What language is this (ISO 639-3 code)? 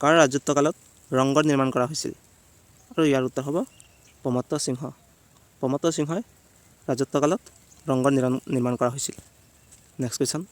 asm